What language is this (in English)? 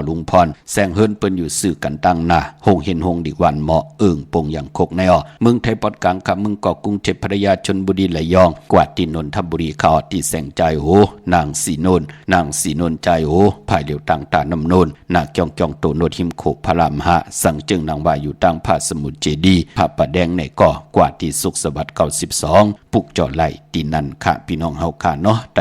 Shan